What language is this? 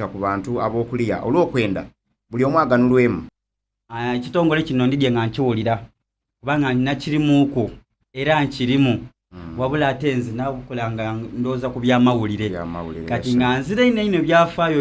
Soga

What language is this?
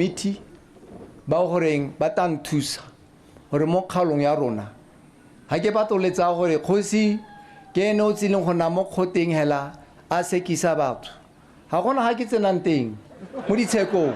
Tswana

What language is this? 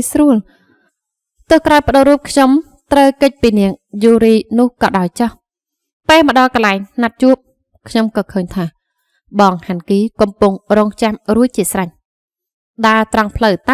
Khmer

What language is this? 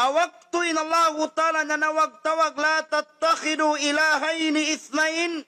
Tausug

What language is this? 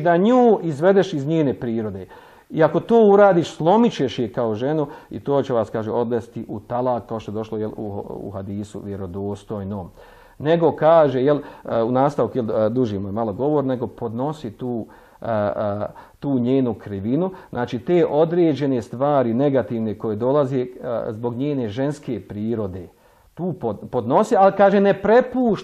Bosnian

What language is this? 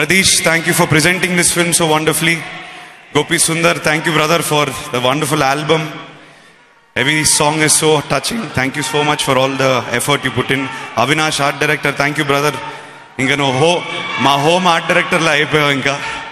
Telugu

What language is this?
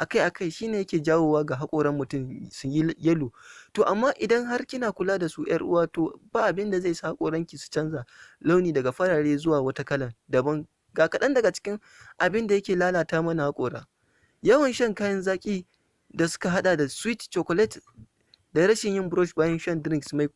Hausa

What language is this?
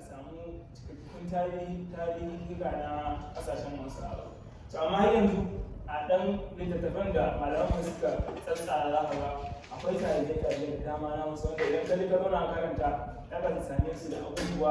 Hausa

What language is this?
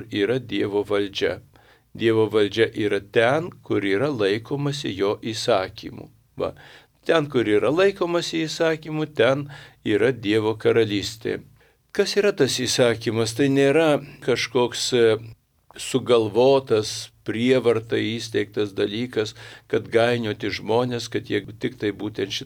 Lithuanian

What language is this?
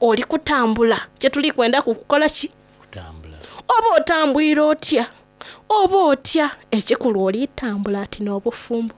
Soga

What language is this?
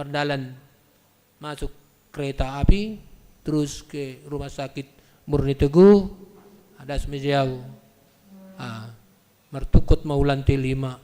Batak Simalungun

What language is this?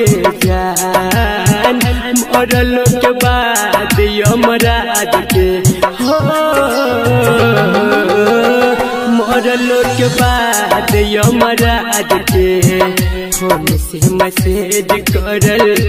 Bhojpuri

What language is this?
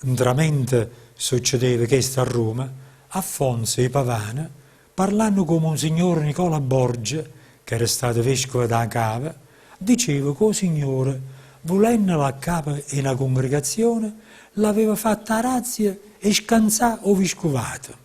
Neapolitan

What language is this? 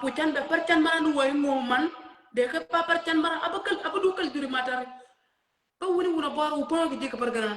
Nuer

